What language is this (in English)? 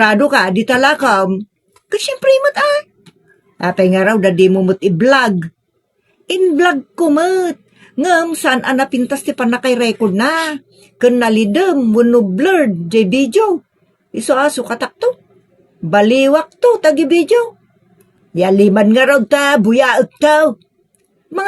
Iloko